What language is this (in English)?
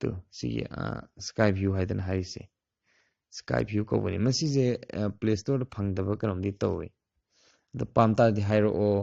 Manipuri